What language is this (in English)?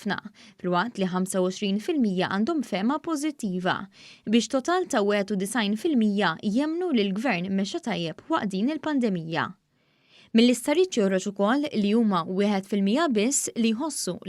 Maltese